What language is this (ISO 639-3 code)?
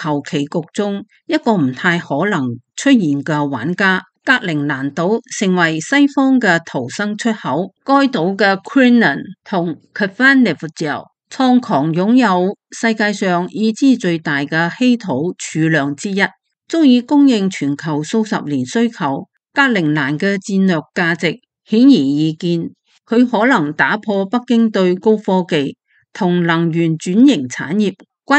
yue